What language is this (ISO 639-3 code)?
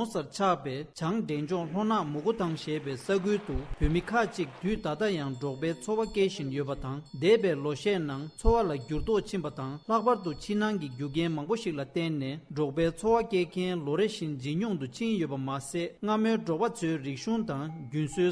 bod